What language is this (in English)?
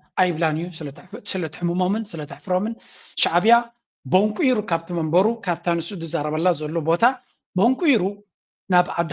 Tigrinya